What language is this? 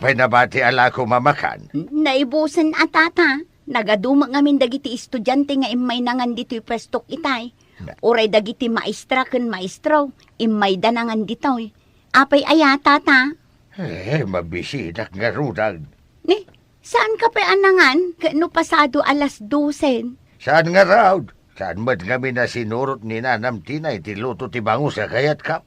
Iloko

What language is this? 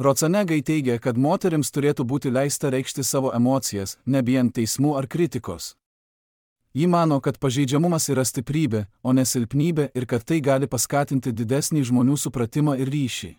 Lithuanian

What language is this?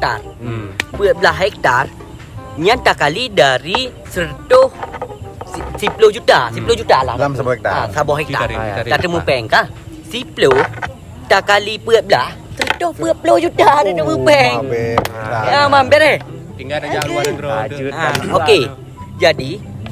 Achinese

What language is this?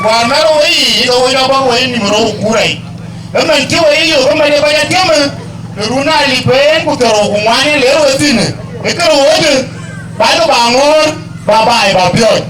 Dinka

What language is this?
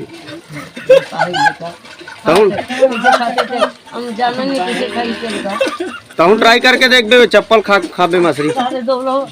Chhattisgarhi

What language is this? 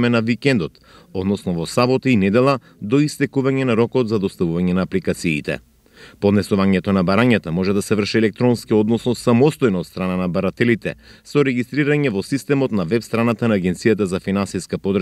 Macedonian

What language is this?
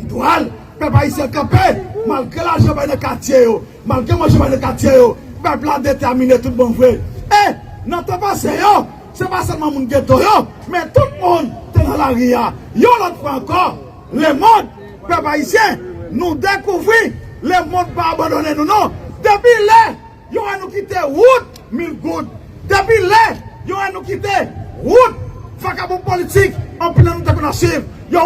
Haitian Creole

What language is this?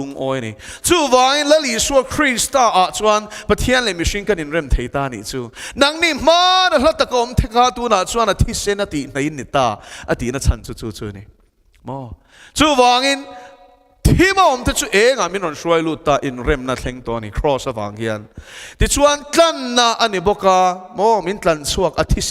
Mizo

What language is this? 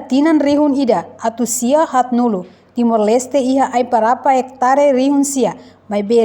Tetum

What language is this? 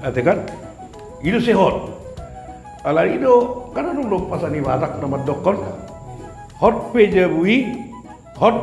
Batak Toba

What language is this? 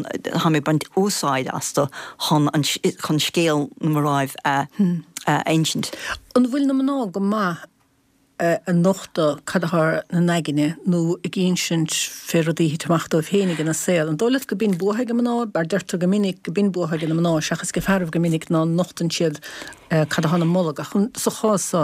Irish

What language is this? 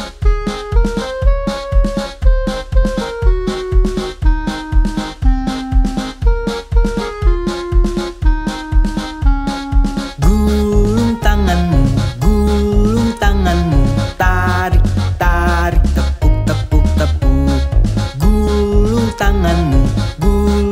Indonesian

